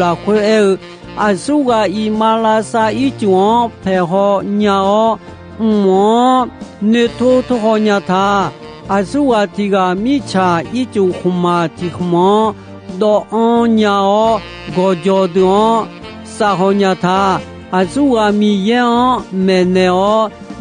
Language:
Akha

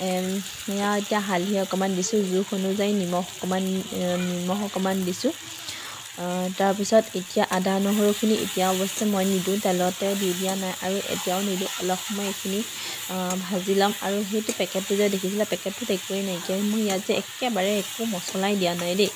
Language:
Assamese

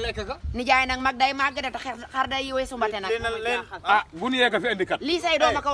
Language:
Wolof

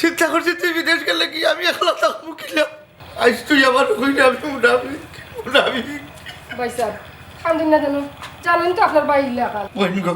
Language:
Sylheti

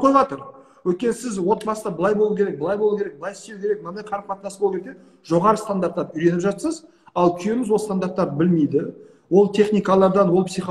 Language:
Kazakh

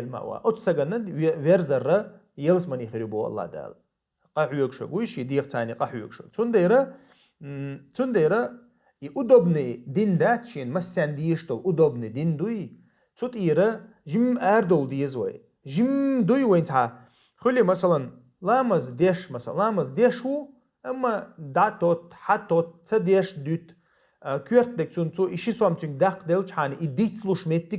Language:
Chechen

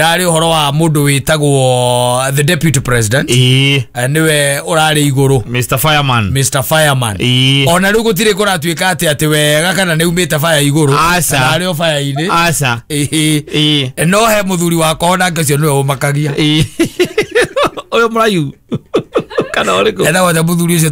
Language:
Kikuyu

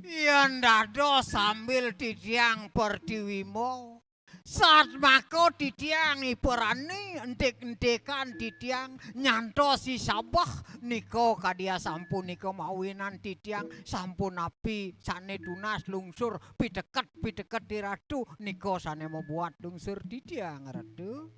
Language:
Balinese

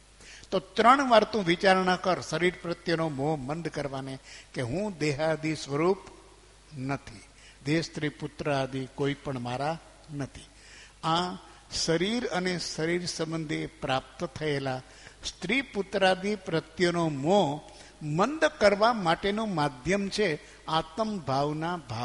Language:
Gujarati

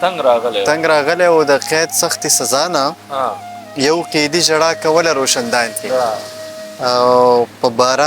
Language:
Pashto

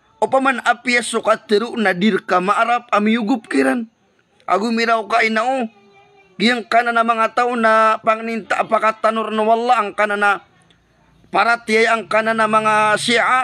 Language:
Maranao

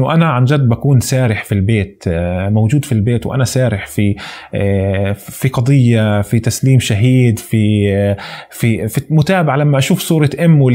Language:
North Levantine Arabic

